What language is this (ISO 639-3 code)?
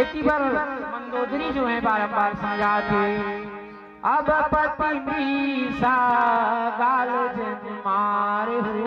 hne